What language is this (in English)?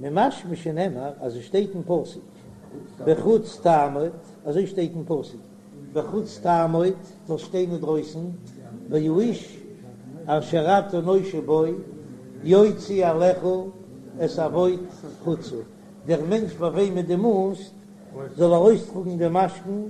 Yiddish